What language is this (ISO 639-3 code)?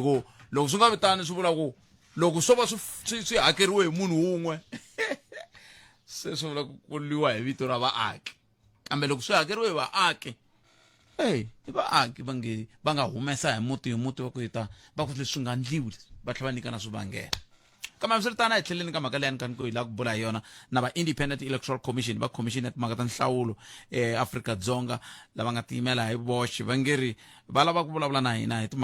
tso